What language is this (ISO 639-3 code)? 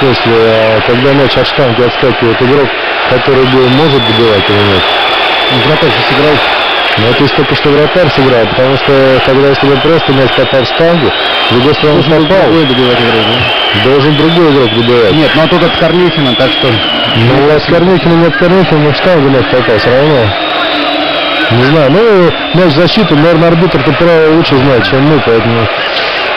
rus